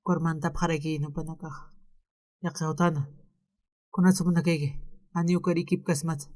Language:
Aymara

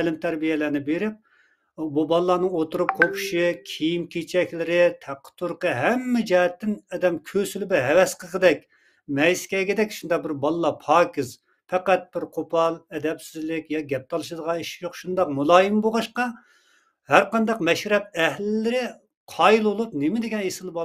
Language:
Uyghur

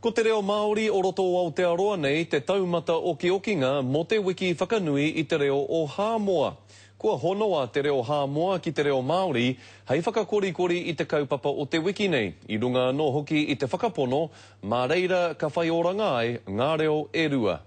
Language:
Māori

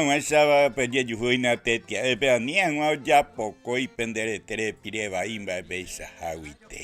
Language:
Guarani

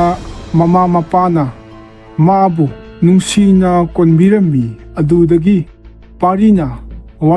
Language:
Manipuri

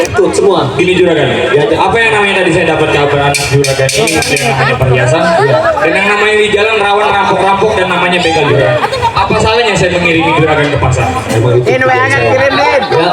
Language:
Betawi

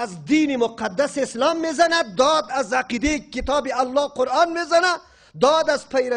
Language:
Persian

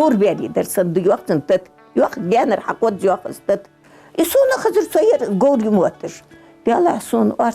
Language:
Ingush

